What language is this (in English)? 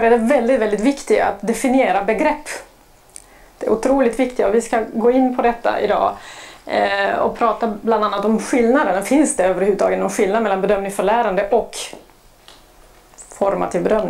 Swedish